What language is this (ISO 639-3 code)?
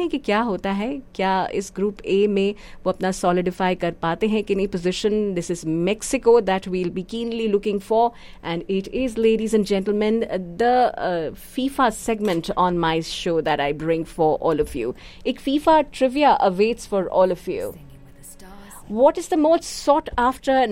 hin